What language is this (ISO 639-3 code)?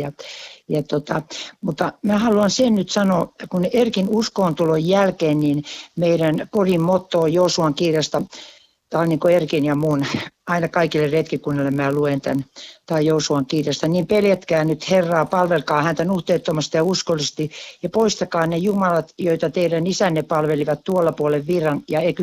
fin